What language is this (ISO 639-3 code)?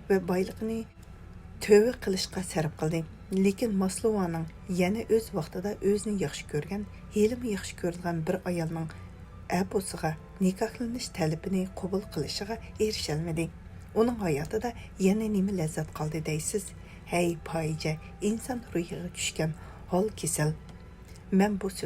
uig